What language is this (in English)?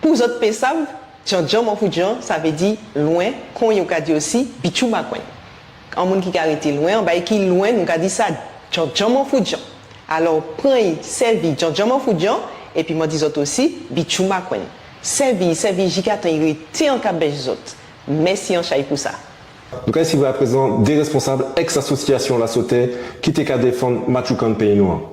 Guadeloupean Creole French